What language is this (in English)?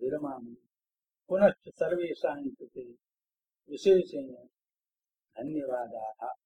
Sanskrit